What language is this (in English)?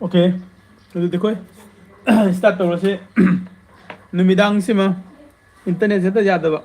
Manipuri